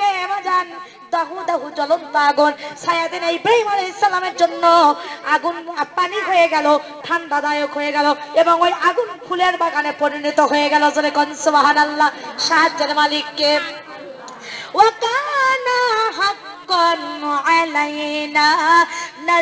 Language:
Bangla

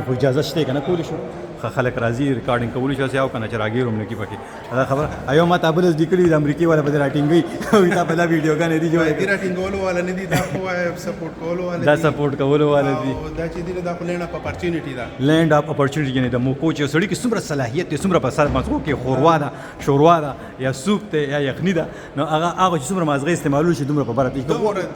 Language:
Pashto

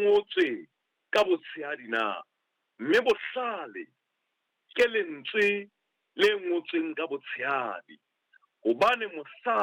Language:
Southern Sotho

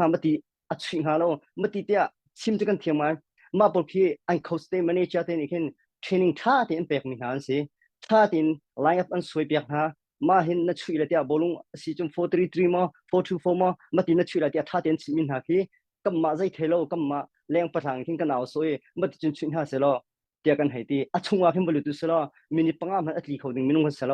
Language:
Hakha Chin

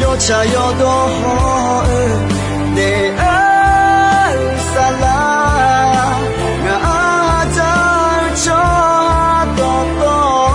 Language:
Akha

